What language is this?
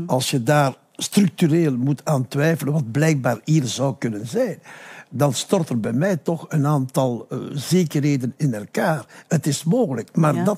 Dutch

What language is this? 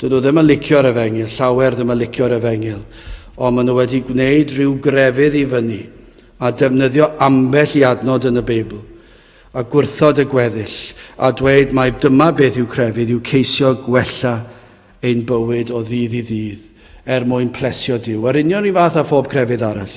Welsh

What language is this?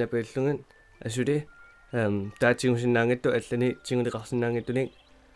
Kalaallisut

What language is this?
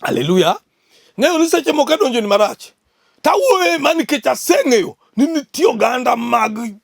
Luo (Kenya and Tanzania)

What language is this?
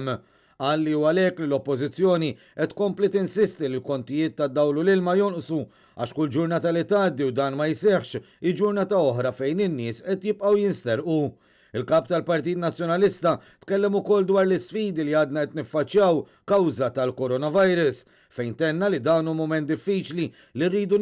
Maltese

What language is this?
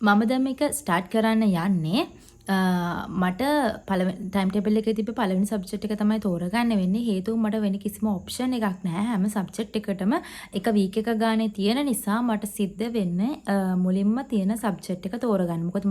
Sinhala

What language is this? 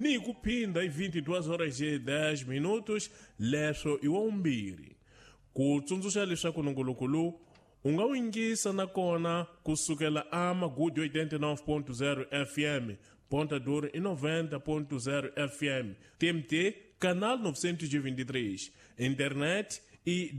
Tsonga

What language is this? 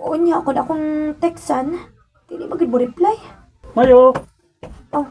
Cebuano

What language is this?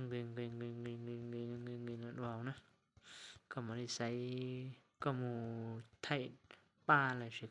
Hmong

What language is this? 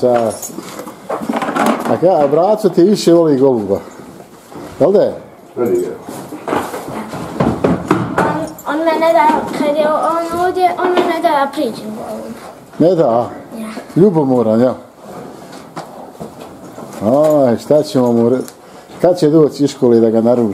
Bosnian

